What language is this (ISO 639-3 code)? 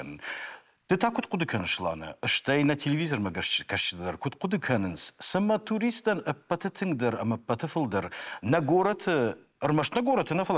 oss